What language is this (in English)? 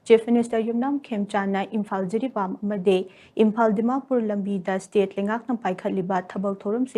Manipuri